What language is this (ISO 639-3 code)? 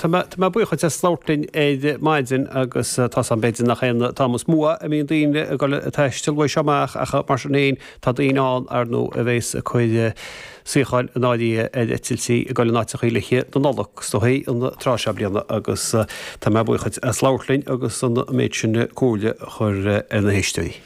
gle